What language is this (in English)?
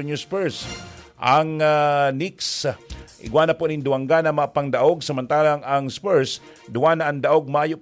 Bikol